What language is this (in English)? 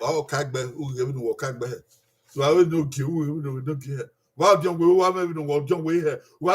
Bini